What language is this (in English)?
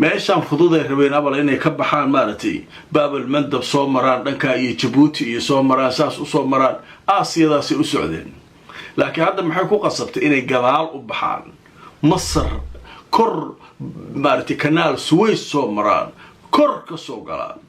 Somali